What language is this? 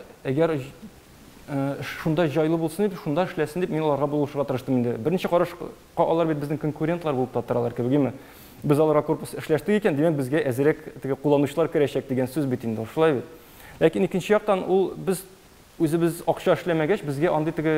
Tatar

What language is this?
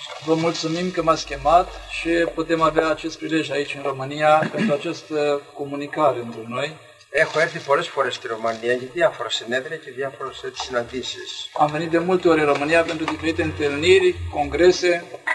Romanian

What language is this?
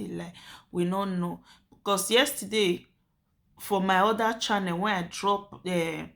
Nigerian Pidgin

